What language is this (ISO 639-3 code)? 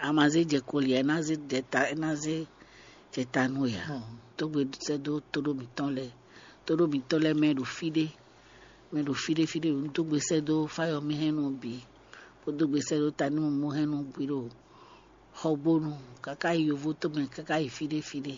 fon